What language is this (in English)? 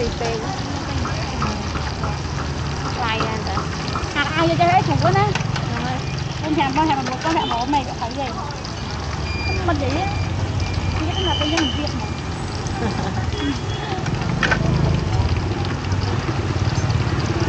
Vietnamese